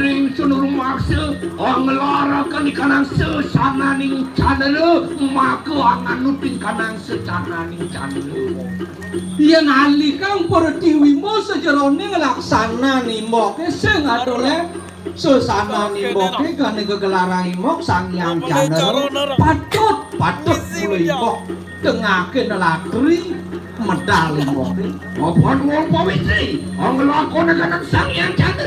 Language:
Balinese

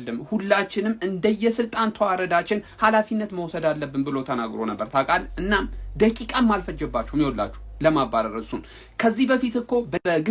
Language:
Amharic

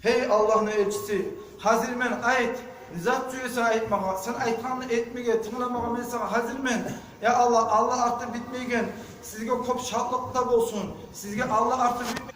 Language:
Kumyk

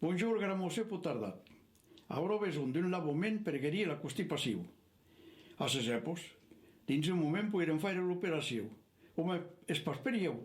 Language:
Occitan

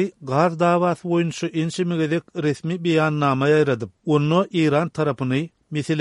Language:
Turkmen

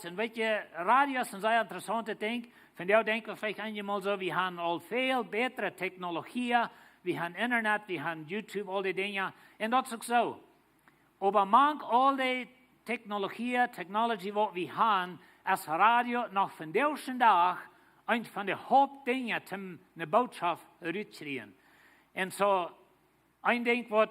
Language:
Plautdietsch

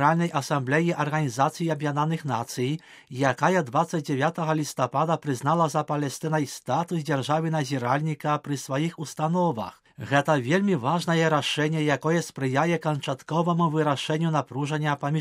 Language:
Belarusian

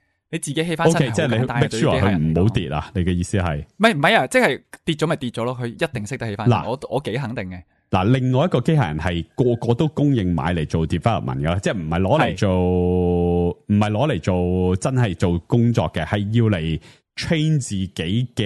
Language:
Cantonese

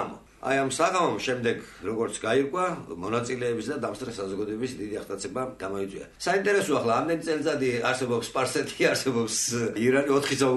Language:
Georgian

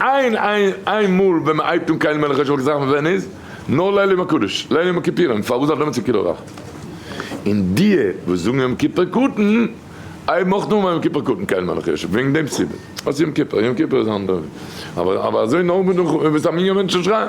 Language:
Yiddish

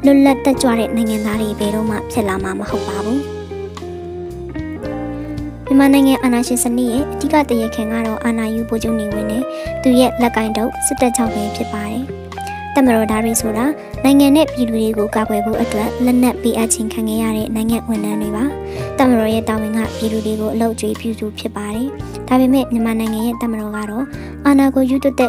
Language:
Burmese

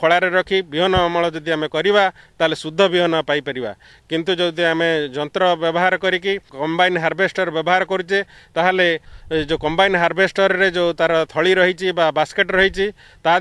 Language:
Odia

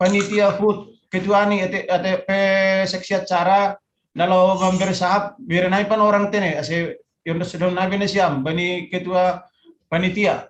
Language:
Batak Simalungun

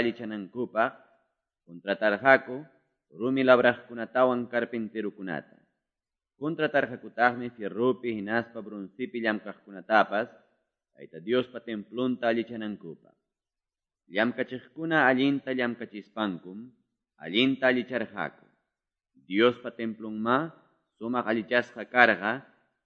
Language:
Quechua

